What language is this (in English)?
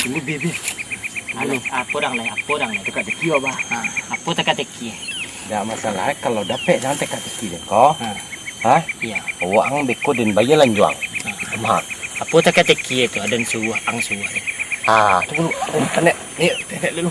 Minangkabau